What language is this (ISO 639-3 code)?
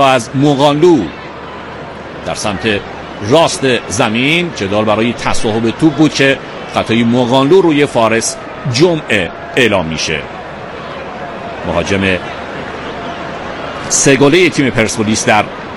fas